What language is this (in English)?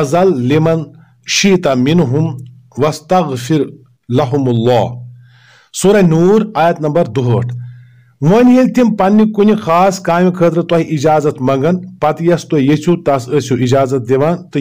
Kashmiri